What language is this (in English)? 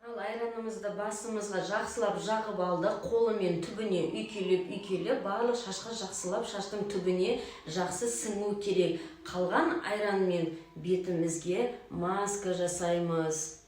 Kazakh